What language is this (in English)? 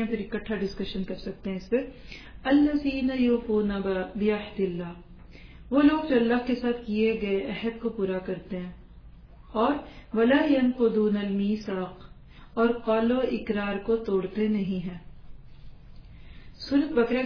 Urdu